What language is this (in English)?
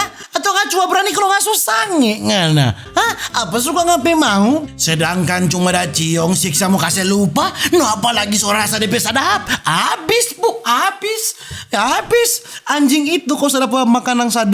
Manado Malay